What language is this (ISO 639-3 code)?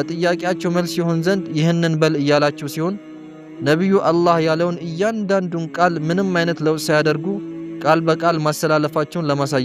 amh